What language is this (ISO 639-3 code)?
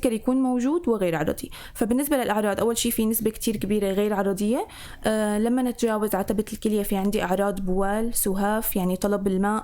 apc